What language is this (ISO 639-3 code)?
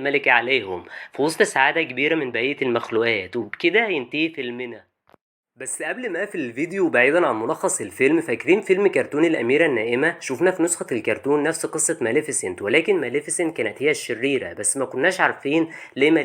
arz